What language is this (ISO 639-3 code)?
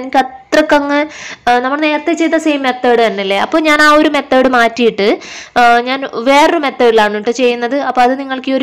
mal